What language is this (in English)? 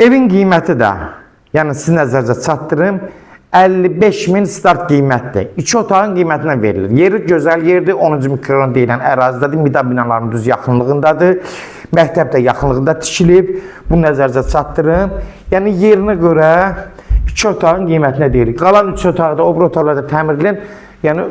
Azerbaijani